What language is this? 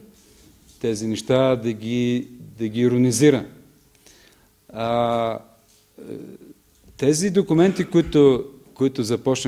Bulgarian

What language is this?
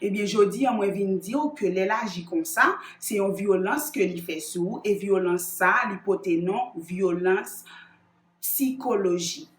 Haitian Creole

